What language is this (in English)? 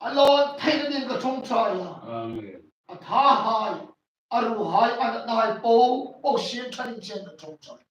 Hmar